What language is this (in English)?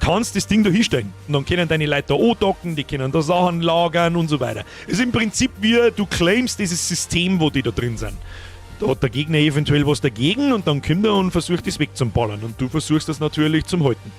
Bavarian